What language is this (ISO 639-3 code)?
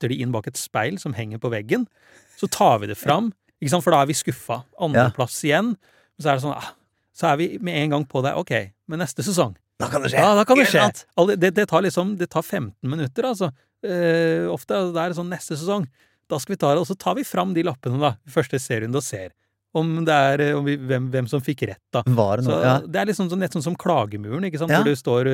nor